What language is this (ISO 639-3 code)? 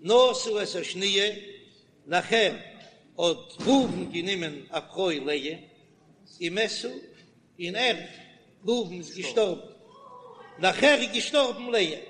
yid